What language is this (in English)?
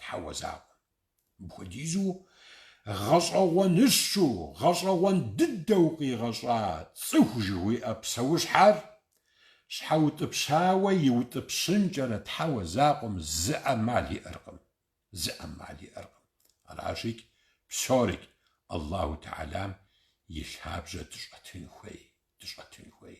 Kabardian